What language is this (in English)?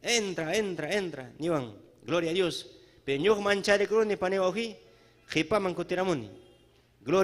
Ayacucho Quechua